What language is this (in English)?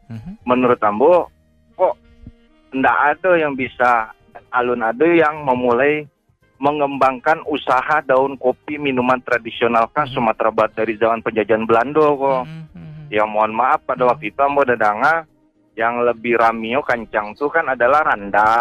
Minangkabau